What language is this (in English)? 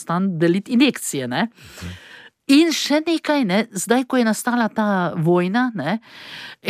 Slovenian